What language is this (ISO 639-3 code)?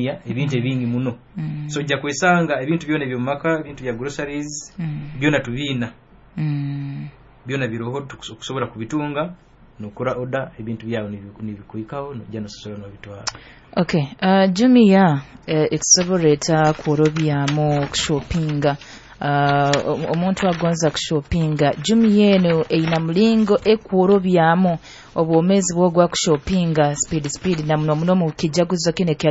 nyo